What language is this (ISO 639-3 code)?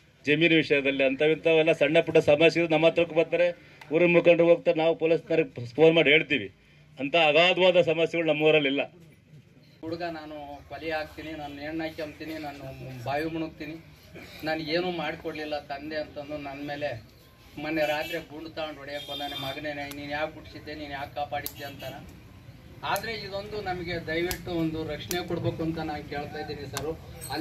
kan